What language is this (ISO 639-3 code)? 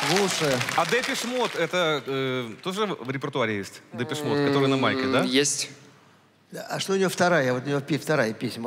rus